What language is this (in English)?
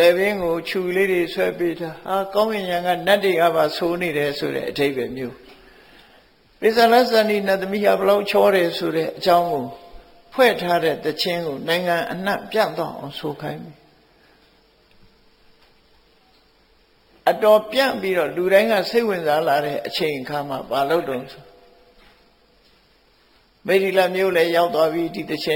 Burmese